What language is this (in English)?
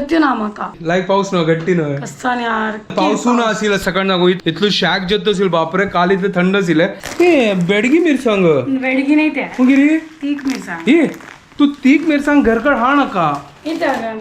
Konkani